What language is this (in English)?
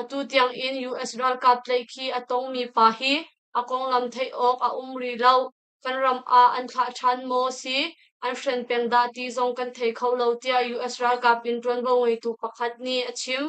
Hakha Chin